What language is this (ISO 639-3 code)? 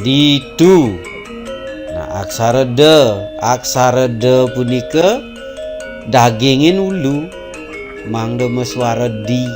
ban